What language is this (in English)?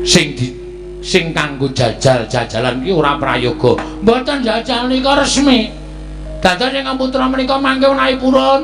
Javanese